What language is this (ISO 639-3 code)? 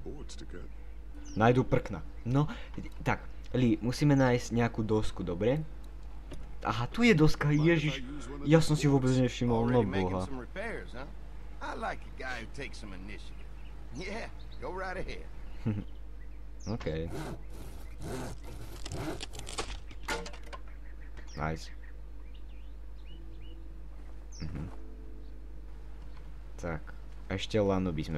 slk